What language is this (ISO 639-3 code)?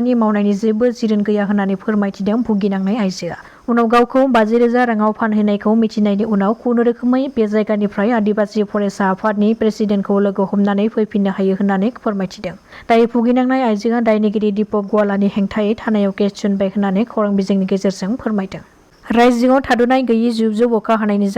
brx